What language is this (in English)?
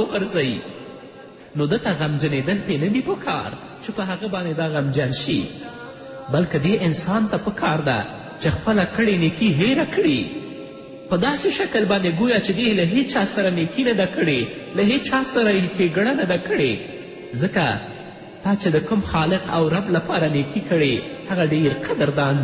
Pashto